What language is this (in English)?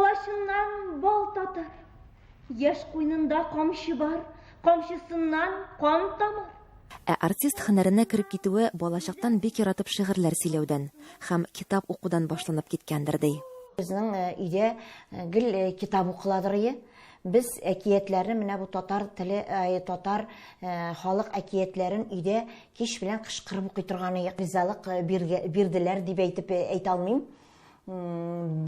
Tatar